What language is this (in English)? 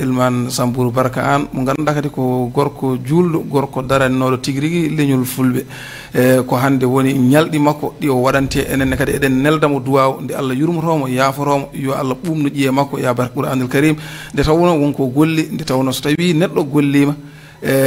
Fula